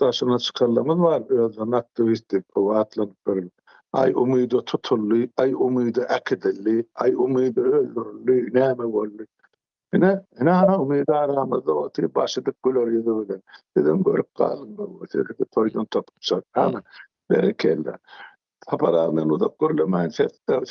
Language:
Turkmen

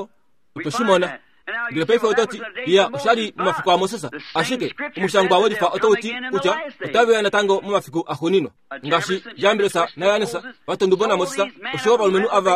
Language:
Kuanyama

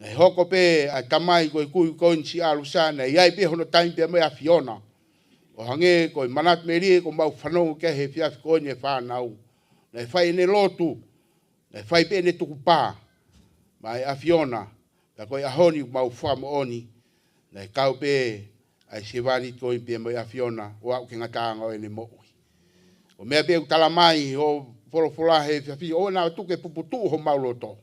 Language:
Tongan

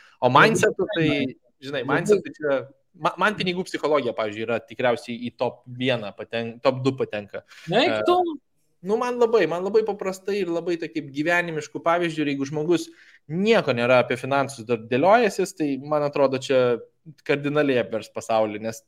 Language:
Lithuanian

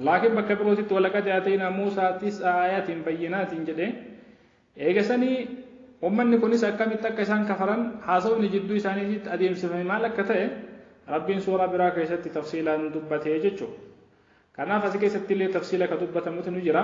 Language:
Oromo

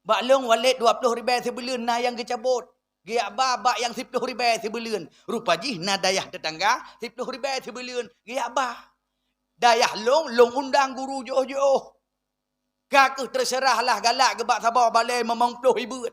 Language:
Achinese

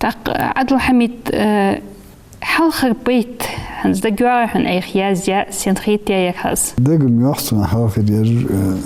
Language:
Ingush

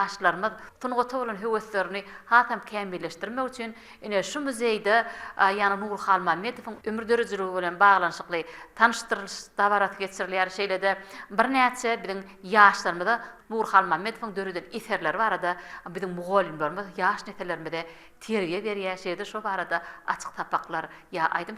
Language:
Turkmen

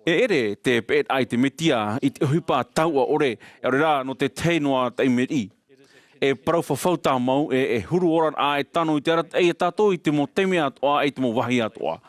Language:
Tahitian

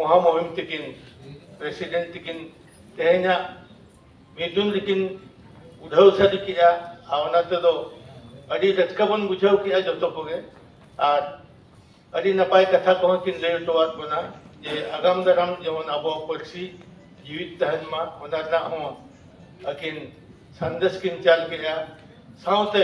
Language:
Santali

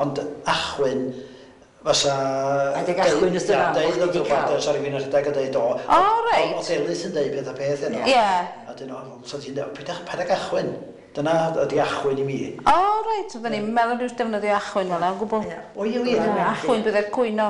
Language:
Welsh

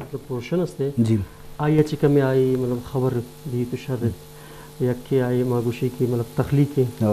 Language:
Baluchi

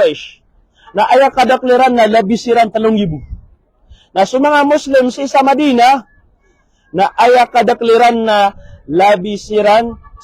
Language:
Maranao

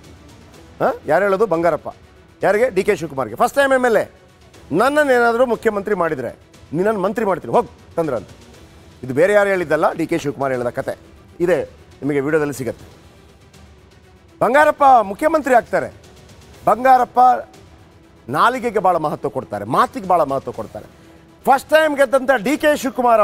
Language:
Kannada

